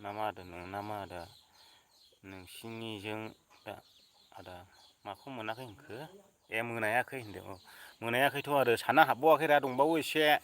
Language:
Bodo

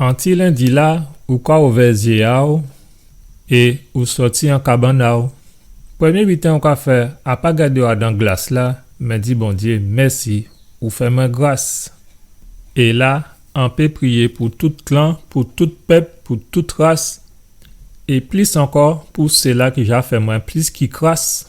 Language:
Guadeloupean Creole French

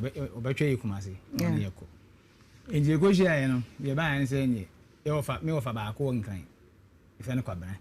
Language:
Akan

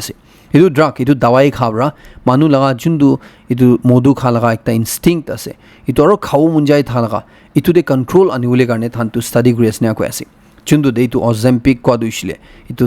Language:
Naga Pidgin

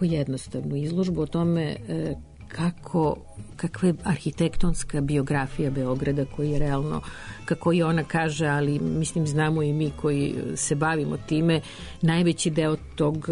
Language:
Serbian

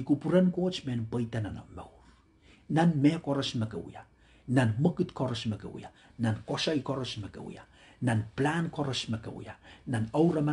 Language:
Pohnpeian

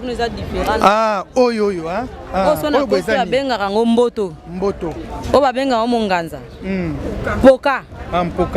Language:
Lingala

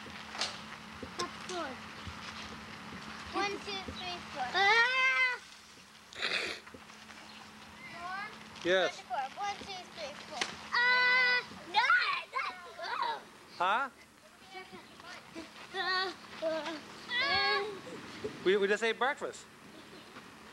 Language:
English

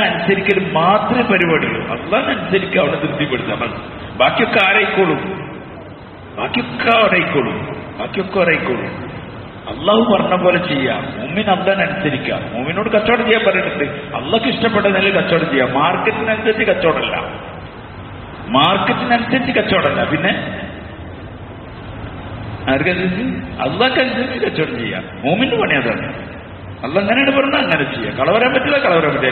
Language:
Malayalam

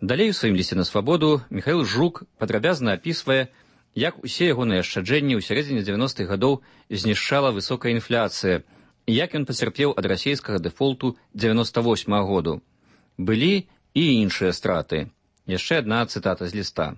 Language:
Belarusian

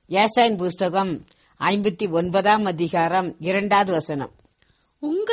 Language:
Tamil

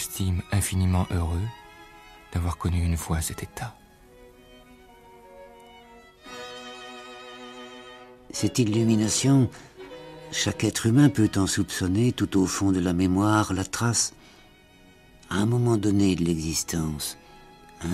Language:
French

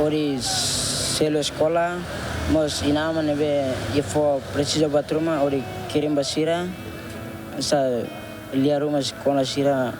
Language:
Tetum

